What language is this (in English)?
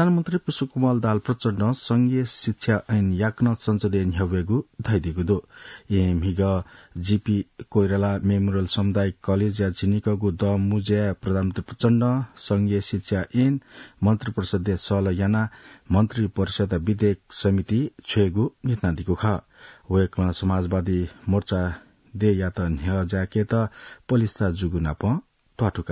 Newari